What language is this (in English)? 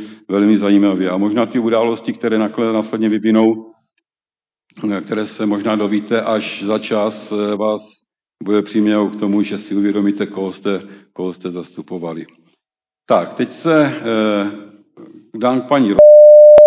Czech